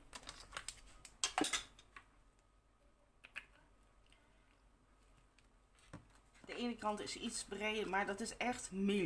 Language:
Dutch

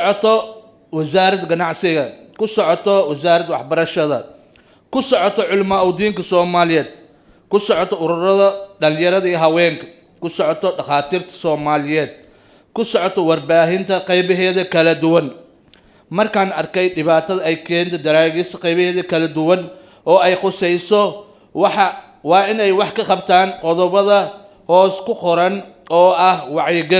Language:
Somali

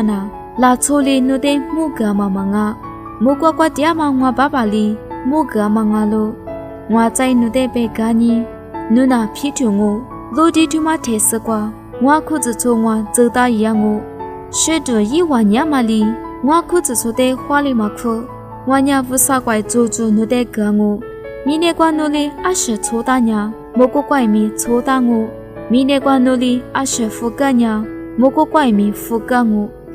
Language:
Lisu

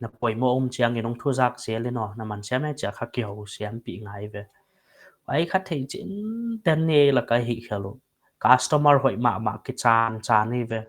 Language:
Paite Chin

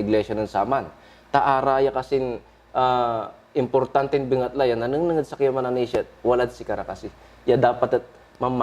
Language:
Pangasinan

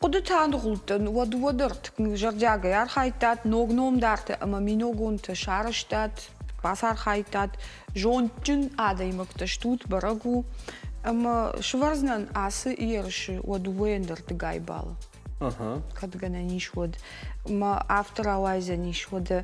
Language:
Ossetic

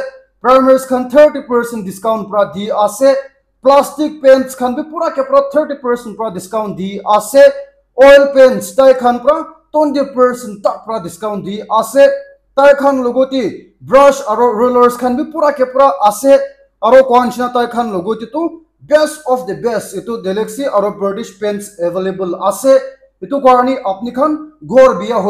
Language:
Naga Pidgin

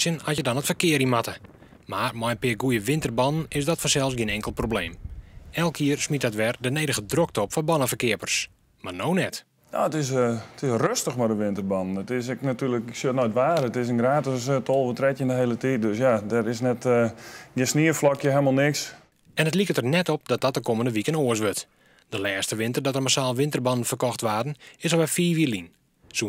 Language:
Western Frisian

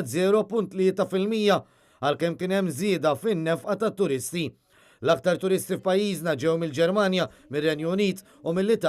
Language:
Maltese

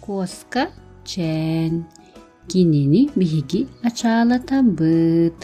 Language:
Yakut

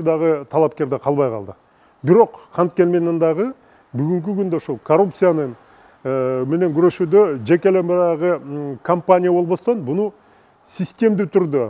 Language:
Kyrgyz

